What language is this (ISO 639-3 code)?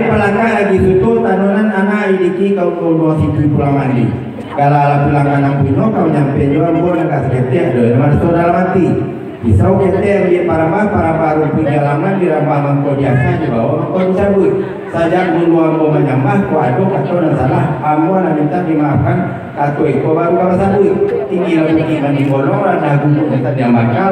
min